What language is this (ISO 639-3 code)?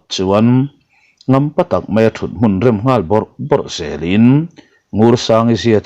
lus